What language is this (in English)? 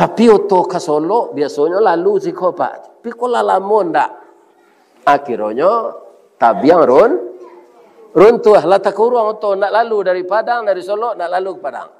Minangkabau